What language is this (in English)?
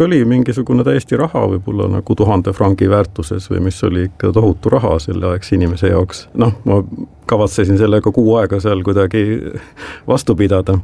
Estonian